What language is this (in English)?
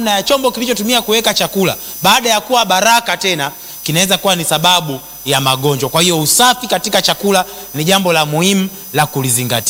Swahili